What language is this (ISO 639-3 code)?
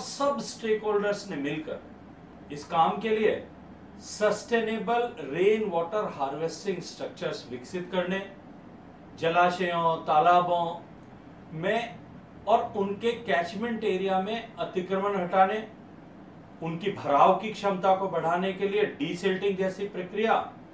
hin